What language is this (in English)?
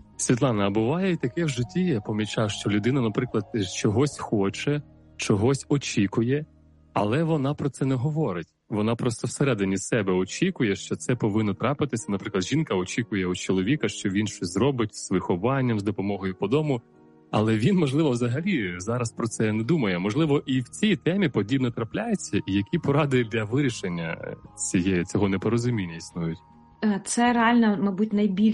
Ukrainian